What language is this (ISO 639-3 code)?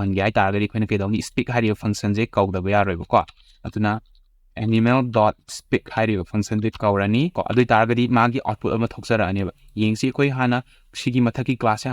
mni